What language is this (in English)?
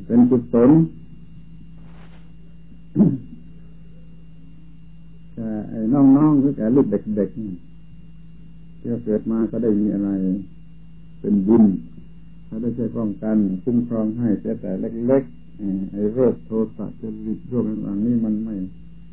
Thai